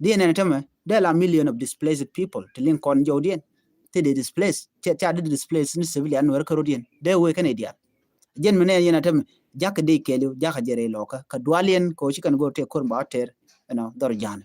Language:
Nuer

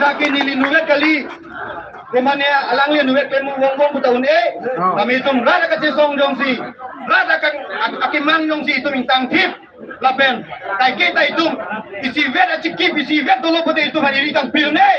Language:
Karbi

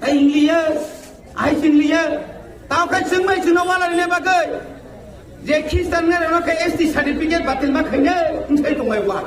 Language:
Kok Borok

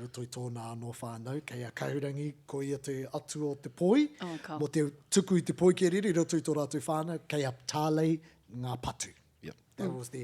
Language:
Māori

